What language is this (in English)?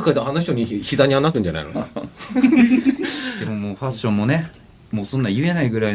Japanese